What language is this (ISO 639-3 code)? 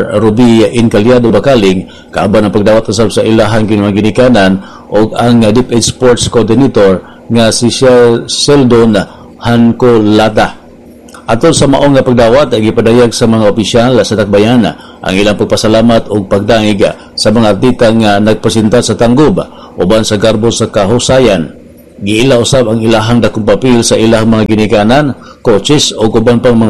ceb